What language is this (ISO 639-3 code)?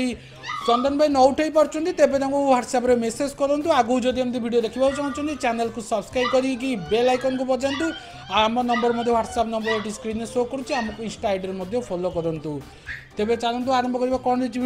ori